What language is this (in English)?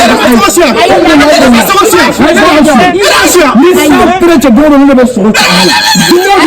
Bambara